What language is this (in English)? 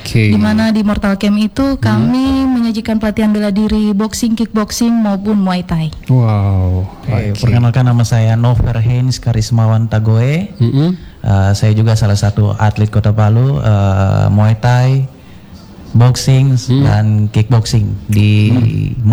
Indonesian